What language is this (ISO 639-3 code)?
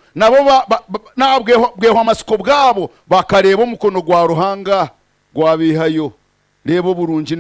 nyn